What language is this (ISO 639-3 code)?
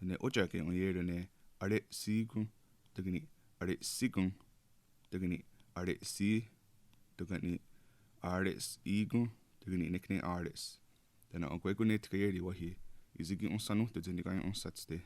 moh